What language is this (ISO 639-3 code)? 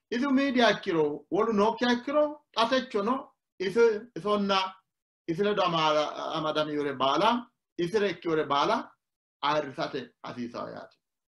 sid